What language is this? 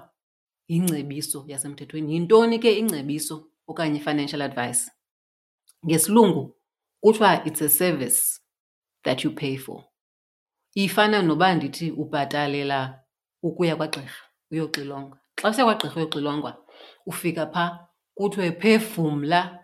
Xhosa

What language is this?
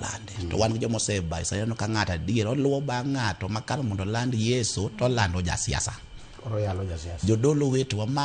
Luo (Kenya and Tanzania)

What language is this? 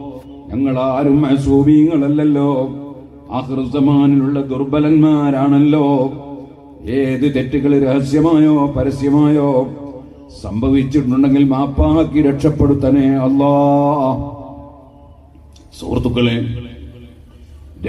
Malayalam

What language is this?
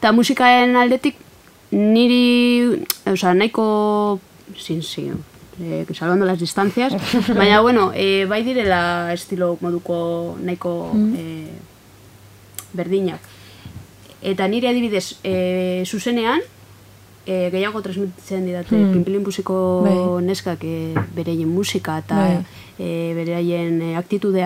Basque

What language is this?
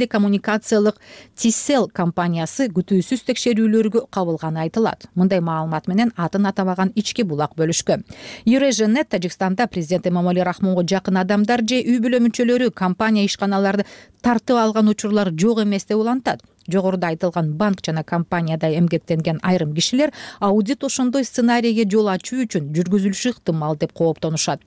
Kyrgyz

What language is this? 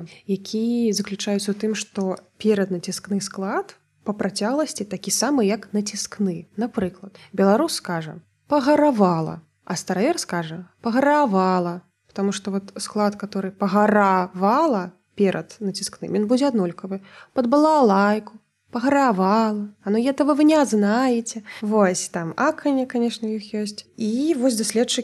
Belarusian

